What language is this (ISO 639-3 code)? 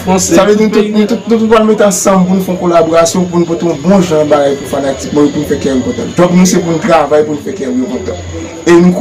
hat